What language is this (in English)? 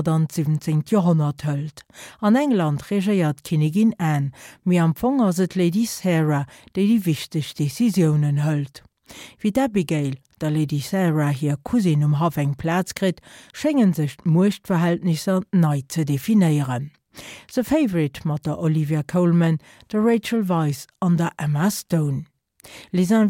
Luxembourgish